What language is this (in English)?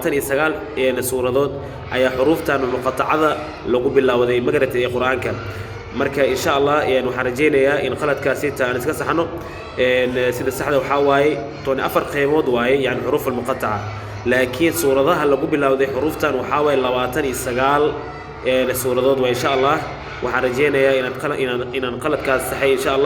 Somali